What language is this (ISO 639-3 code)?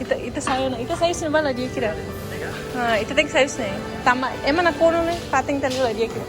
tet